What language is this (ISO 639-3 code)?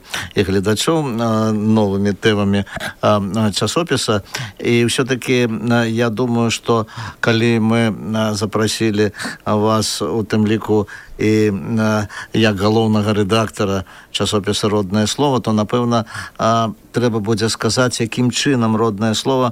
bel